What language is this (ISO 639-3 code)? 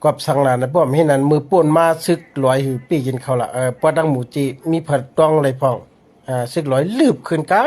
shn